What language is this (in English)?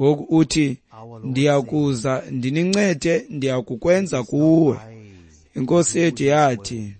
Xhosa